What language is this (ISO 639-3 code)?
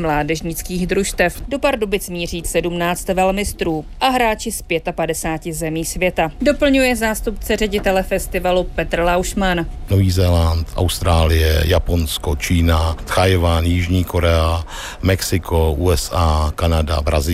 ces